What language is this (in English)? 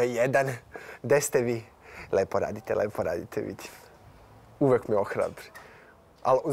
Serbian